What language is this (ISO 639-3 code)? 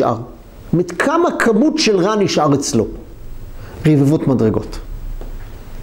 heb